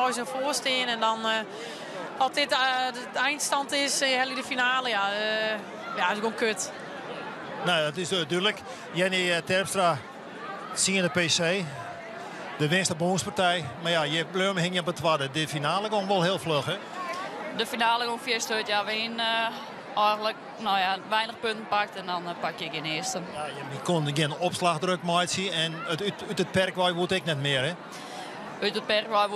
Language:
Western Frisian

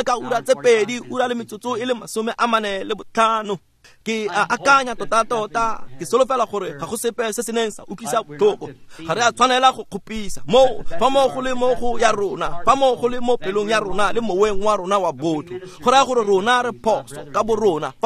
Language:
Tswana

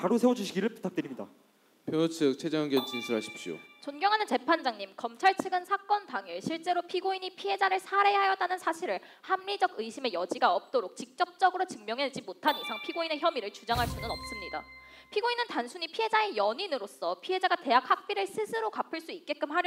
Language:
Korean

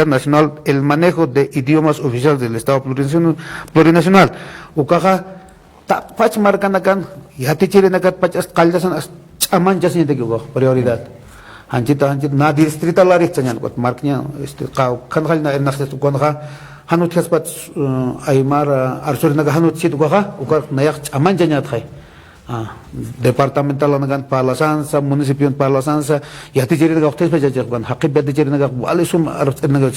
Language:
Aymara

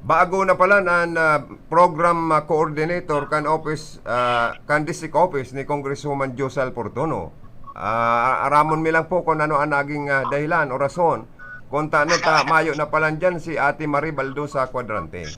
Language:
Bikol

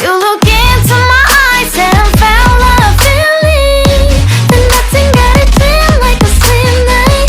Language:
Santali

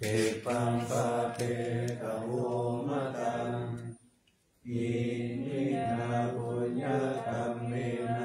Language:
Pali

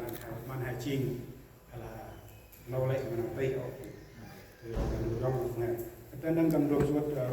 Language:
Central Mnong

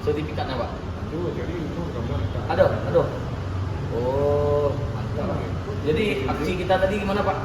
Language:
Minangkabau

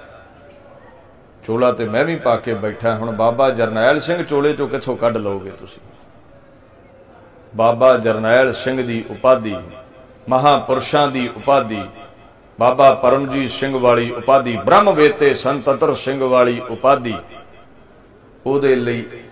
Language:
Punjabi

